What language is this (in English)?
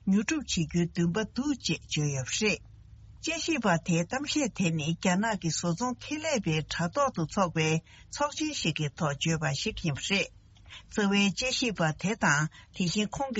Tibetan